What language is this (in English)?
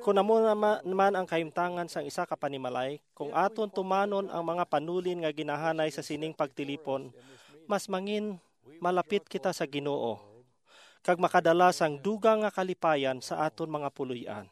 Hiligaynon